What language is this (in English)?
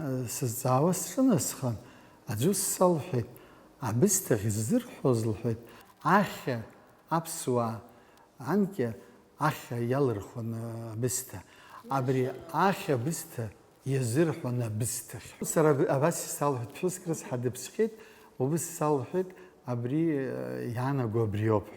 Abkhazian